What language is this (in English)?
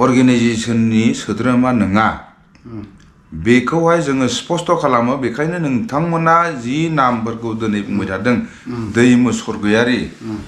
Bodo